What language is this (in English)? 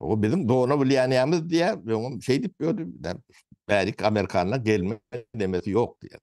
Turkmen